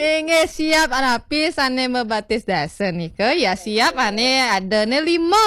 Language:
Balinese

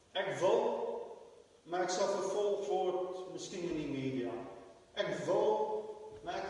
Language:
Afrikaans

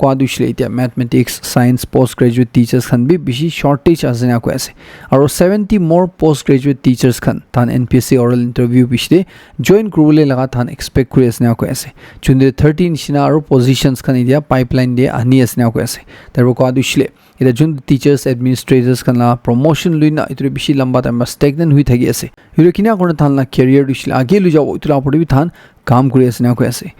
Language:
Naga Pidgin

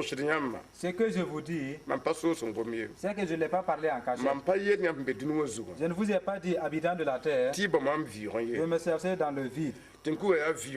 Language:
Mossi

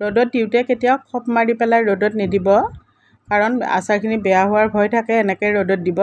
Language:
Assamese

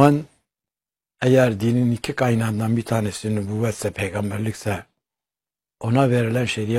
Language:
Turkish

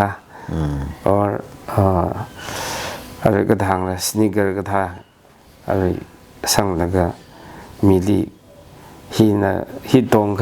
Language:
Tangkhul Naga (India)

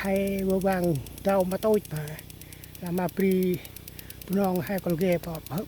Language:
Central Mnong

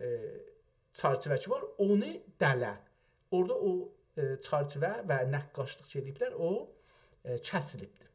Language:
South Azerbaijani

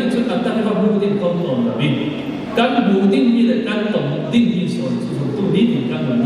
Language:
Falam Chin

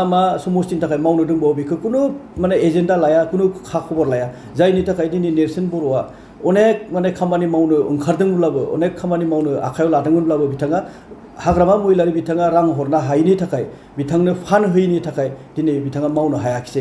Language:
Bodo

